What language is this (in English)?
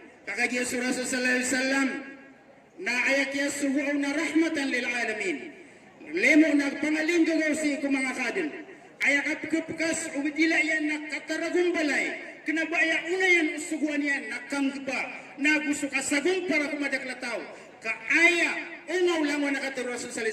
Maranao